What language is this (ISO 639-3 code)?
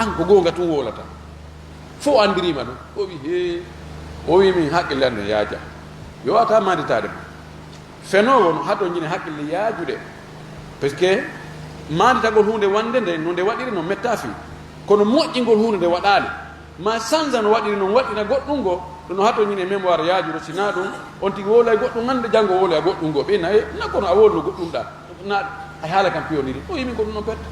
ful